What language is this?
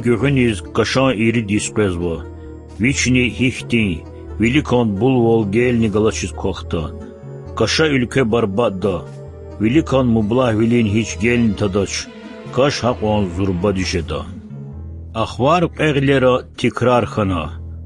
Lezghian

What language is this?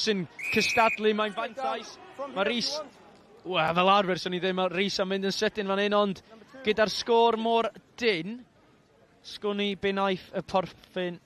Welsh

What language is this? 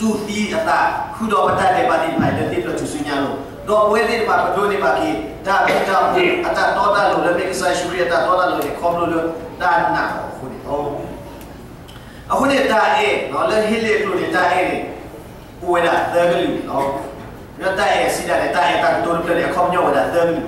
S'gaw Karen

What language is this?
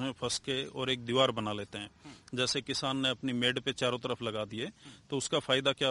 Hindi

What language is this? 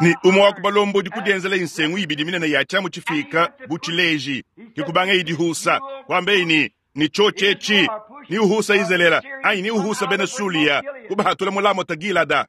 Luba-Lulua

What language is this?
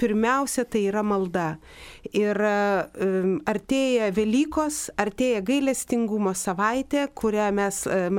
Lithuanian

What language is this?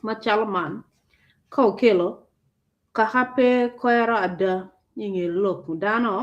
Acoli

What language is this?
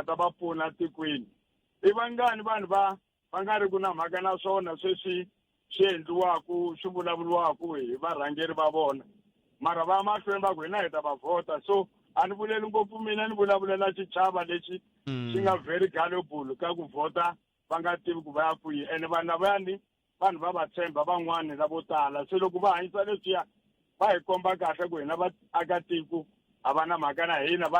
Tsonga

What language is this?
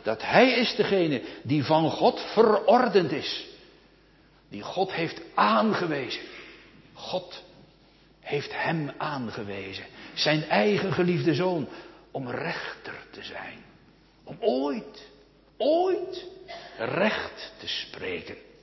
Dutch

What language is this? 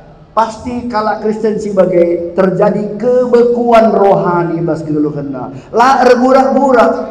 Batak Karo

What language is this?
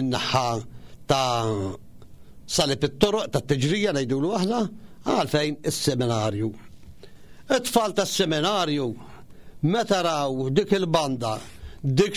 Maltese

